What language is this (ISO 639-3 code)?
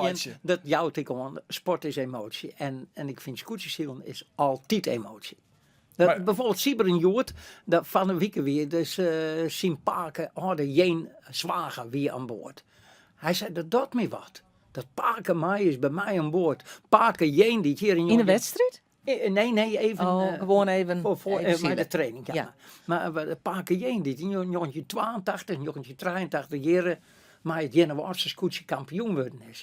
fry